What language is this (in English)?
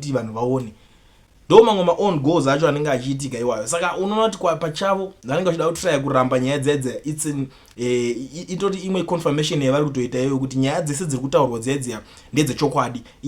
Shona